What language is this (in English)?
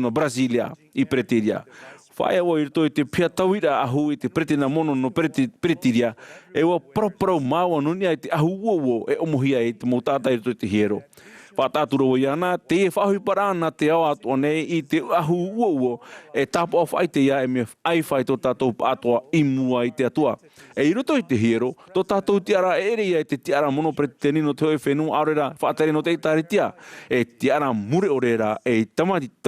Tahitian